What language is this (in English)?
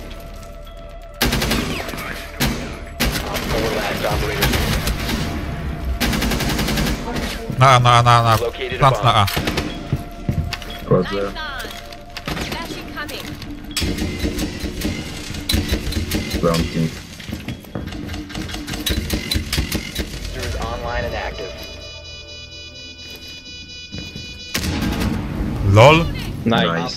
Polish